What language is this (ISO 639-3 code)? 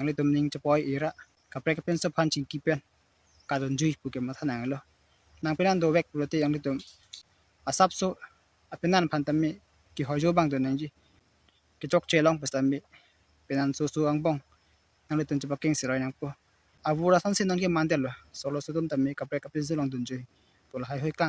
mjw